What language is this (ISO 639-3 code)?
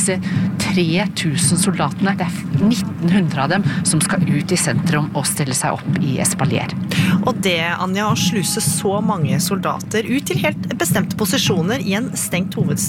nor